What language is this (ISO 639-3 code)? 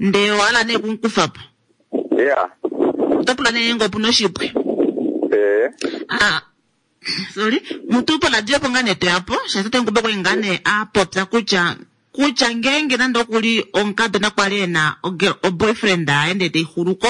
kua